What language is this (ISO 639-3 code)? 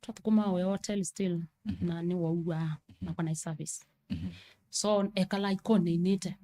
kam